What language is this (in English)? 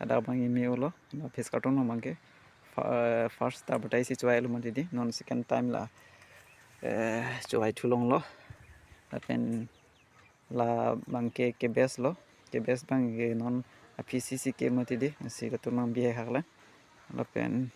Karbi